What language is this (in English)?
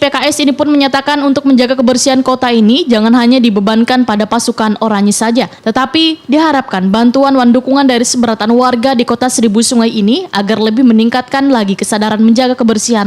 Banjar